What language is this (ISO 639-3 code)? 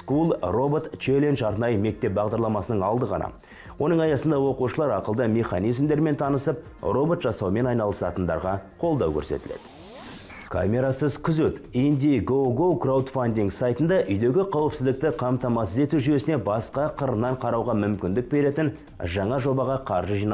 kaz